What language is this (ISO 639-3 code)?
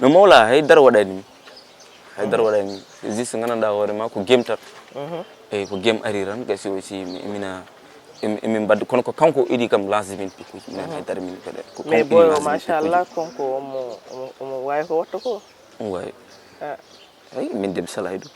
ful